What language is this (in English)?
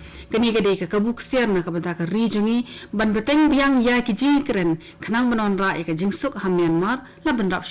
Khasi